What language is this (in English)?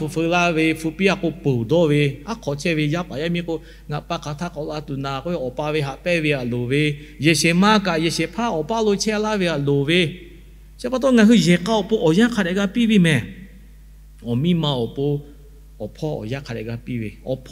Lahu